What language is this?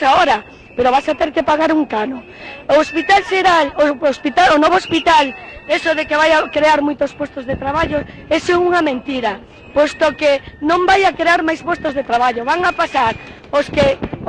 Galician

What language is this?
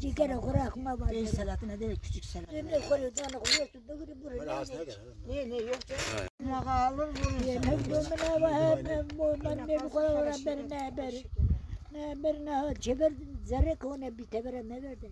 Zaza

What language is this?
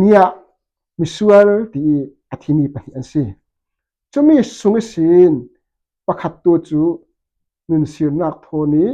Falam Chin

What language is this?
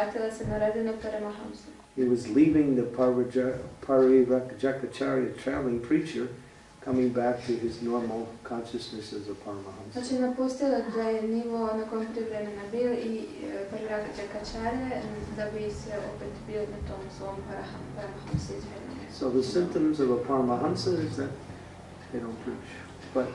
Croatian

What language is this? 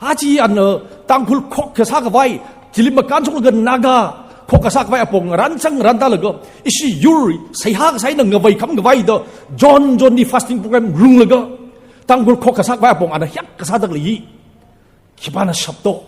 Tangkhul Naga (India)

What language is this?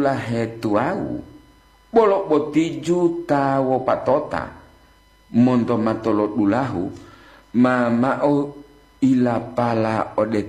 Gorontalo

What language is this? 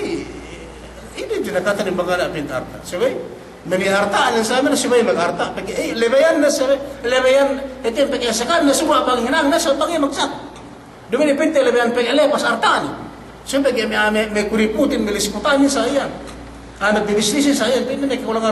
Yakan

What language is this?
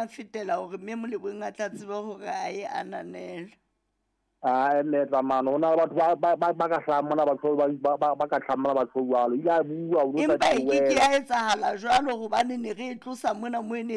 Southern Sotho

